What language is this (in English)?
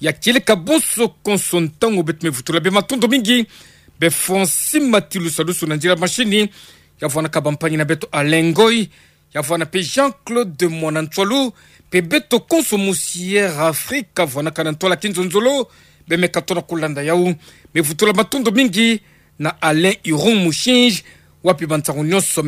Kituba (Democratic Republic of Congo)